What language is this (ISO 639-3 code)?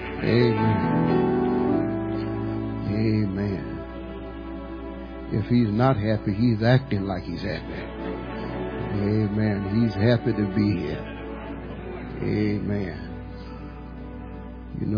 eng